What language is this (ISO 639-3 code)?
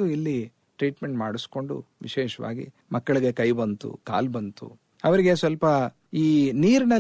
kan